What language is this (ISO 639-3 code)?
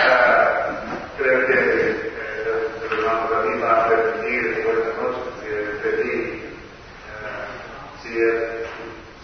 spa